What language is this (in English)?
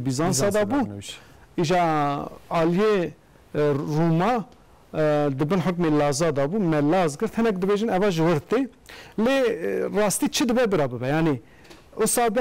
Kurdish